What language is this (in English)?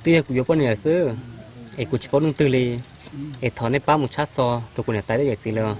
Hmong